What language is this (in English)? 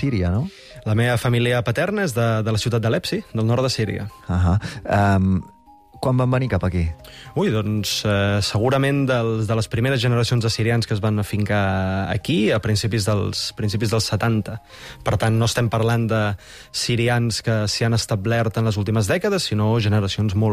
Catalan